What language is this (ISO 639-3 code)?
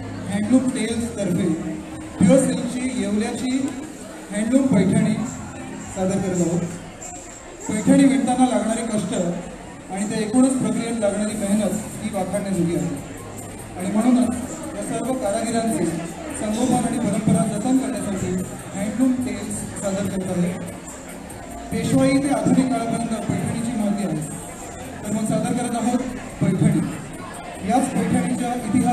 mar